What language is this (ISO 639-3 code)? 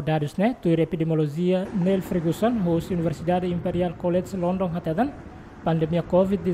tet